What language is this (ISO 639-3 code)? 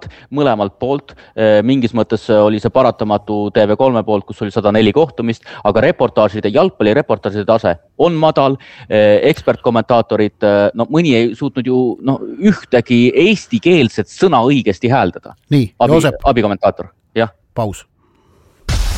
est